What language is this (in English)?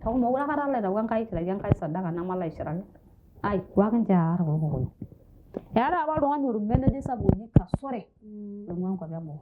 Masai